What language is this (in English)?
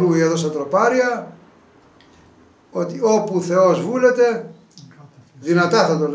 Greek